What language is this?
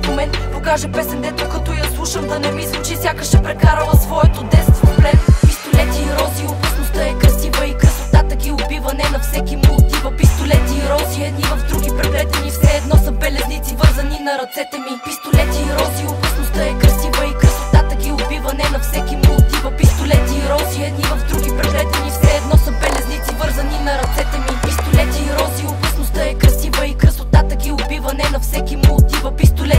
Bulgarian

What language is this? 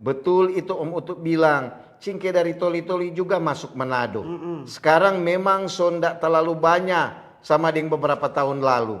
Manado Malay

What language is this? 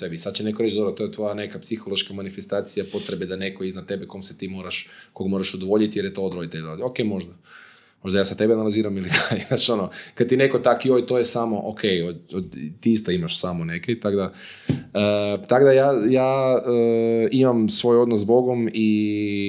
Croatian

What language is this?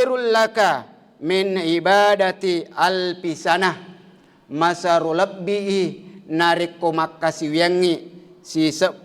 Buginese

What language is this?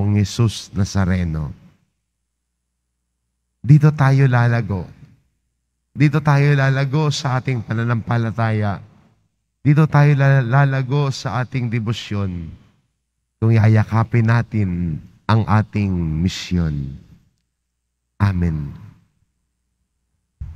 Filipino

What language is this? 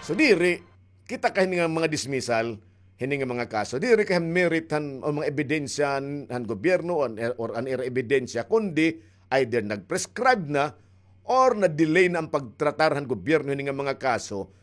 Waray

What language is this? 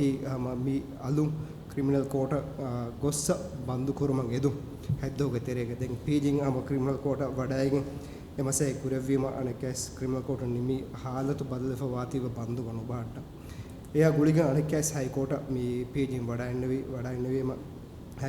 Divehi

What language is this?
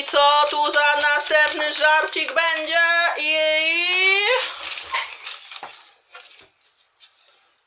Polish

